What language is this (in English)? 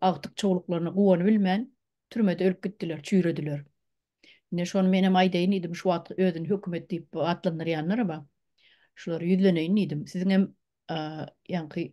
Turkmen